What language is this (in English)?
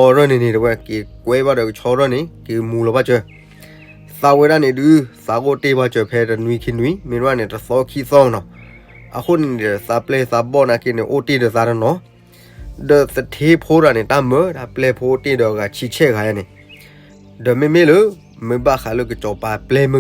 S'gaw Karen